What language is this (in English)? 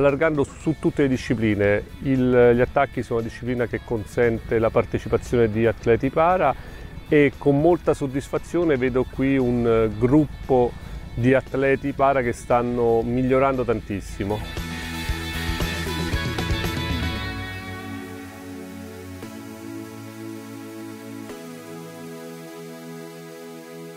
Italian